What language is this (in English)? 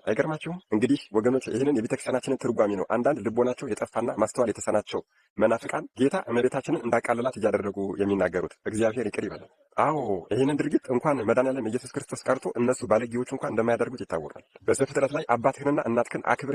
Amharic